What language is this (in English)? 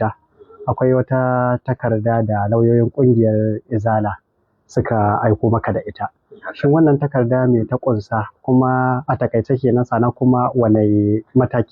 Hausa